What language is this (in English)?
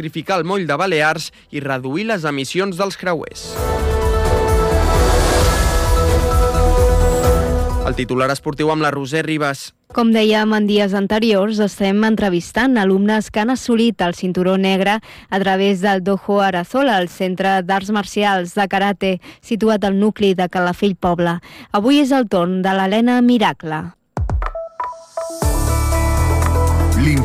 Catalan